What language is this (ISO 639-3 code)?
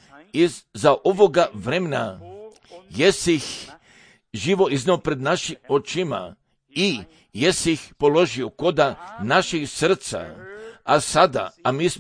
hrv